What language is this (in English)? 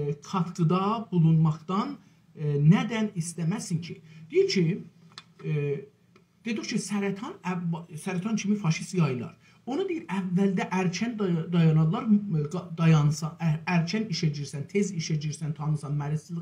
South Azerbaijani